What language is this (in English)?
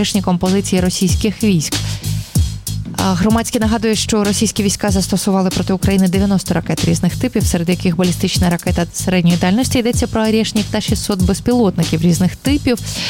Ukrainian